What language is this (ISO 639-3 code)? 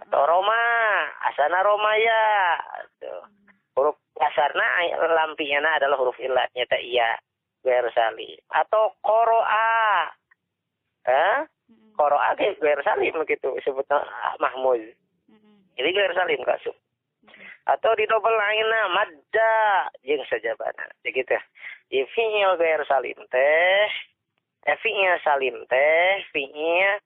sun